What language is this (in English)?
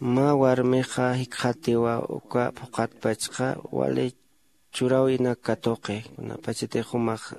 Aymara